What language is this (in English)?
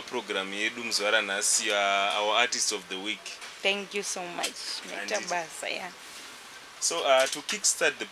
Shona